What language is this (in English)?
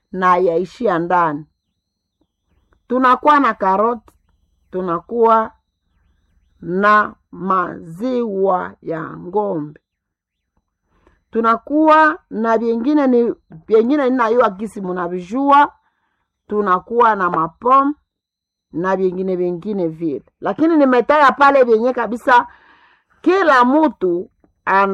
Swahili